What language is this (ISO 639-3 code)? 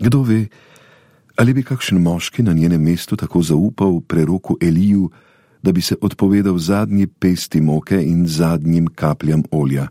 slv